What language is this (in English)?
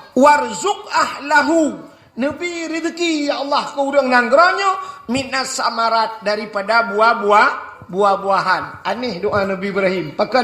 Achinese